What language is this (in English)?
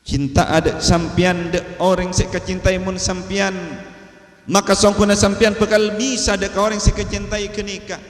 Madurese